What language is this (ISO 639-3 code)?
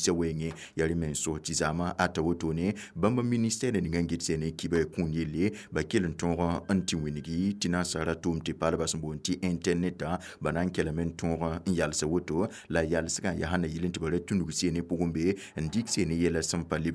mos